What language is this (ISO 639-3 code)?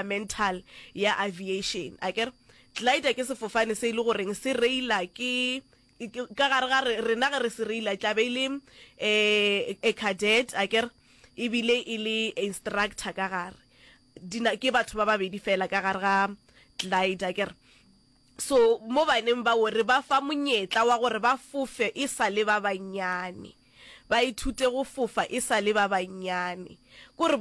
nso